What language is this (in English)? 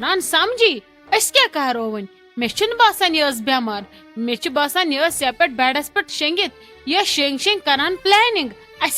Kashmiri